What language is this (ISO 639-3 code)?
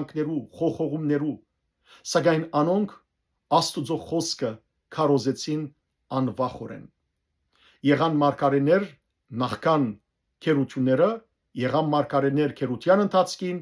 hyw